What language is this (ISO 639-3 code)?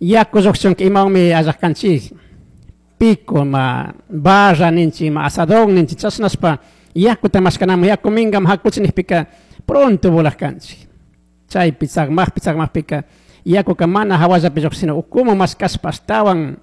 qug